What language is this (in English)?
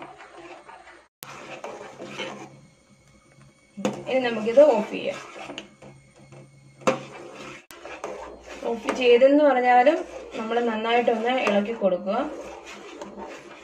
Malayalam